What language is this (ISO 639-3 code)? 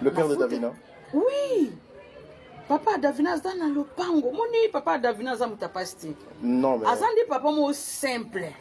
lin